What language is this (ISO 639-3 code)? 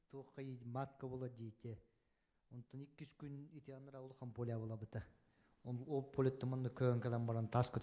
sah